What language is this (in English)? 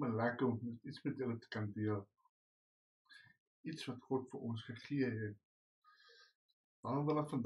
Afrikaans